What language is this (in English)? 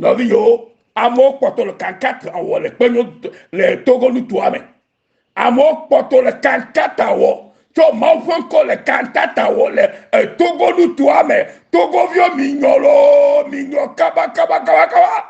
Ewe